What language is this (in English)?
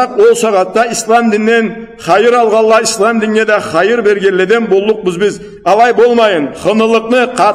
Karachay-Balkar